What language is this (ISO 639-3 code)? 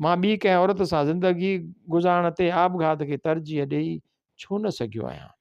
snd